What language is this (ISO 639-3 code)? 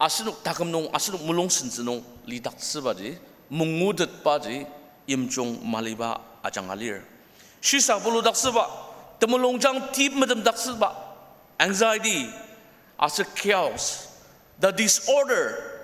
njo